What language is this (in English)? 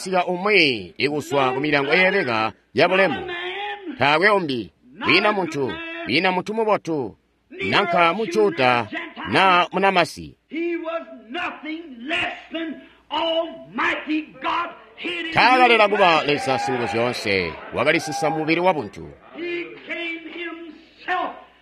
Tonga (Zambia)